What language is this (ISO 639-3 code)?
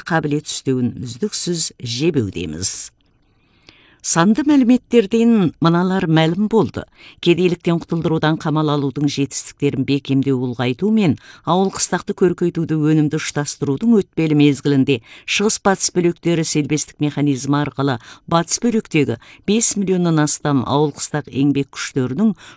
kaz